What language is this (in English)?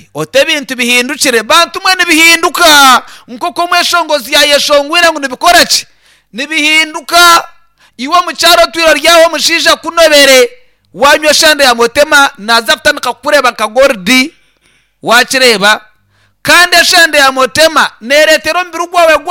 Nyankole